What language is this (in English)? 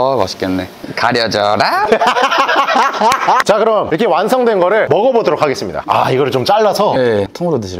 Korean